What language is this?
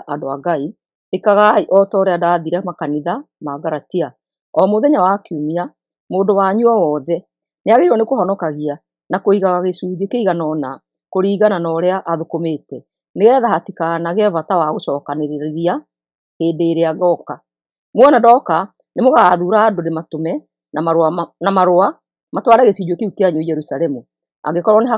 Kikuyu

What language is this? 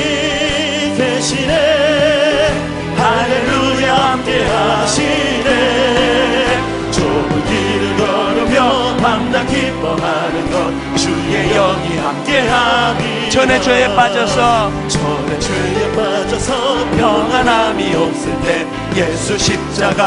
Korean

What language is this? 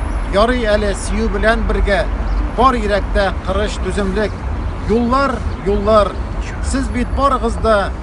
Tatar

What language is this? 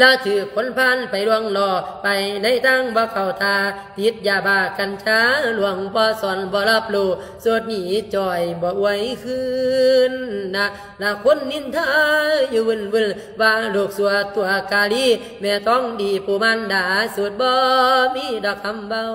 Lao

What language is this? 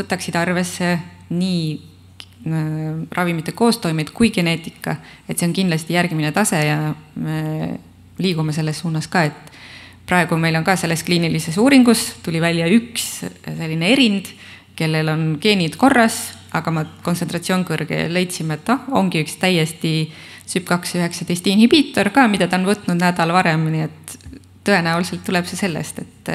Estonian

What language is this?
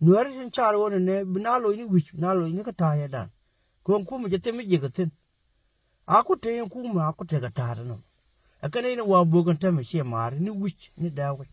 Nuer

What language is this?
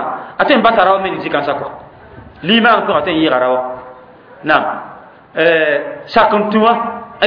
Mossi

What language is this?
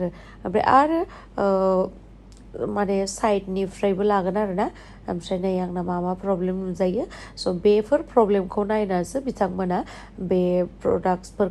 Bodo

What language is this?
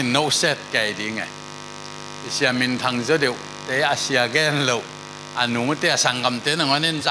Tedim Chin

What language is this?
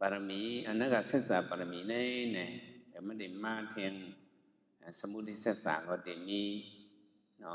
Shan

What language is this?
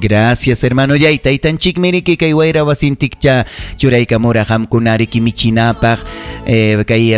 Ayacucho Quechua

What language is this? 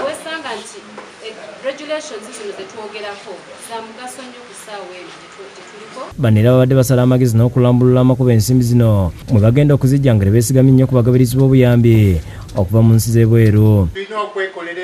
Ganda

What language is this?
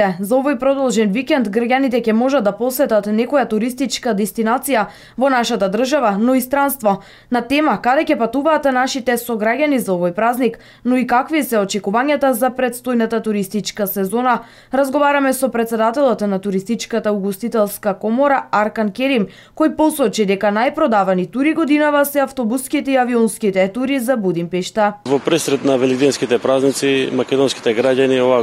Macedonian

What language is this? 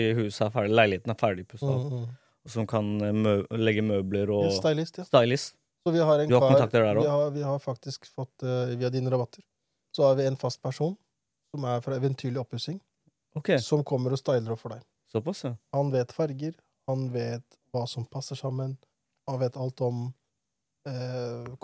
Norwegian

